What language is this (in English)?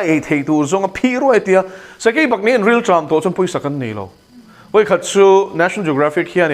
Mizo